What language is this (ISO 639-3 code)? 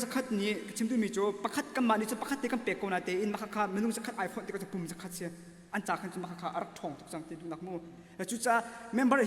cnh